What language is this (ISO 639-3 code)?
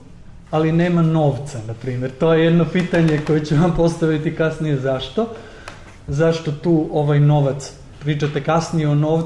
srp